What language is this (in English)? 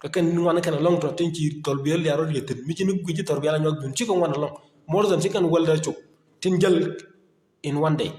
Nuer